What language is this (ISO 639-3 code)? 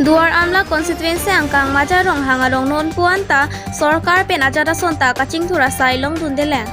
mjw